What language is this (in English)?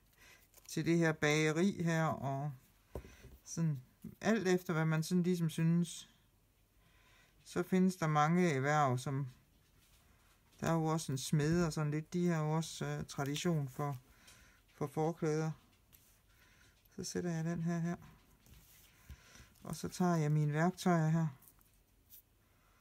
Danish